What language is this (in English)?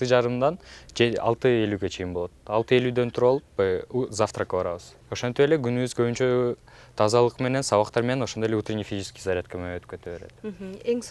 Kyrgyz